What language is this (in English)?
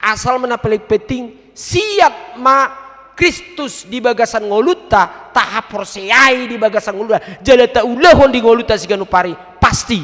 Batak Toba